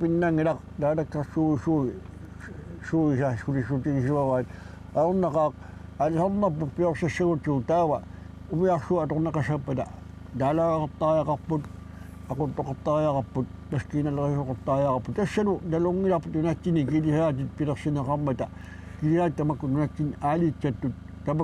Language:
Kalaallisut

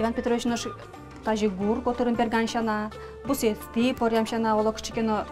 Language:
Udmurt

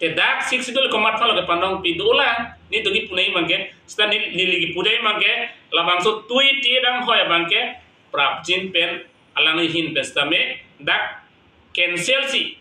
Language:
Karbi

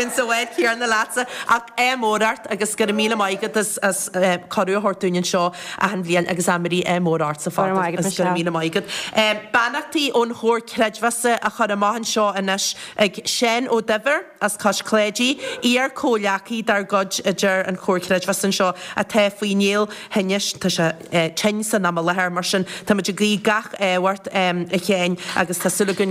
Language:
Irish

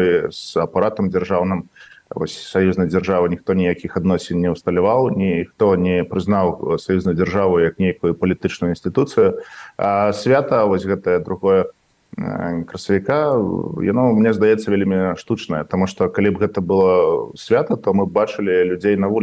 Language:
Belarusian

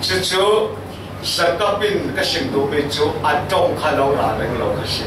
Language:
Falam Chin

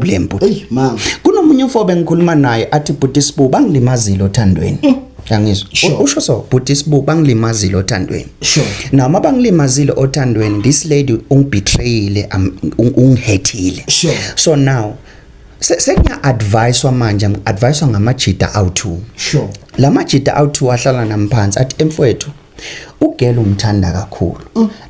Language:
Zulu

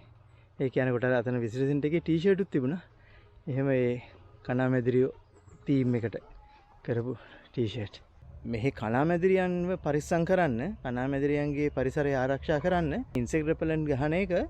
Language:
Sinhala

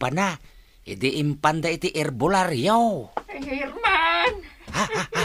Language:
Iloko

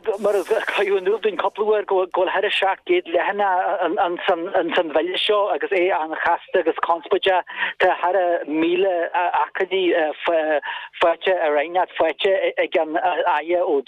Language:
Irish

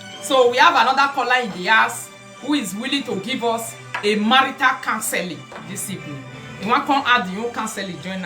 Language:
Nigerian Pidgin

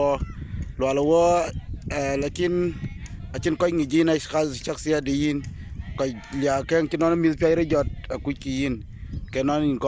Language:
Dinka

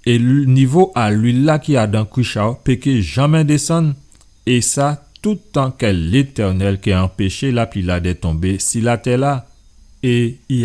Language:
Guadeloupean Creole French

